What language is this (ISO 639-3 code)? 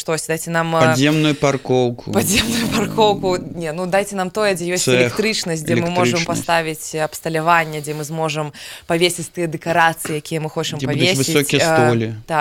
bel